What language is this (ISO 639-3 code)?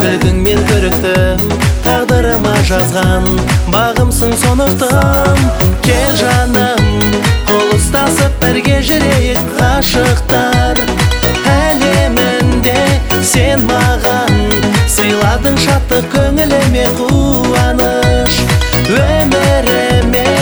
kaz